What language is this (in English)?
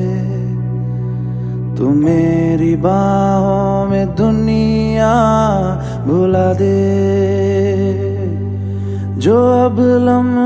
Hindi